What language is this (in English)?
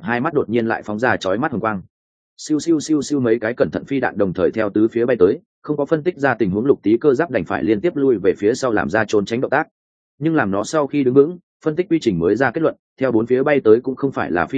Vietnamese